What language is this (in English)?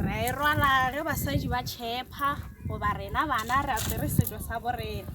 Northern Sotho